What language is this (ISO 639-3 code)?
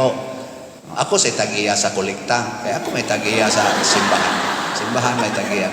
ceb